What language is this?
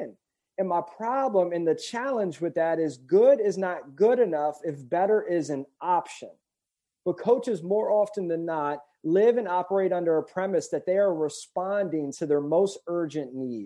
English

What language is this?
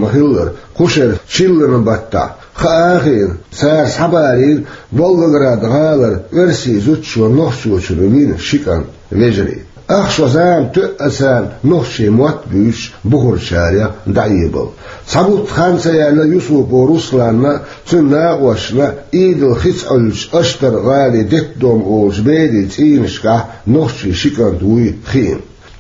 Chechen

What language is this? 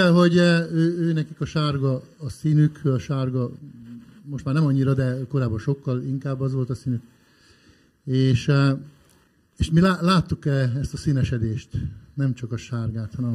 Hungarian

